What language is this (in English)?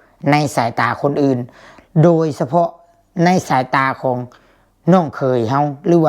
Lao